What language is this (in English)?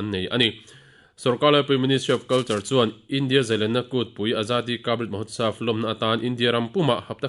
Mizo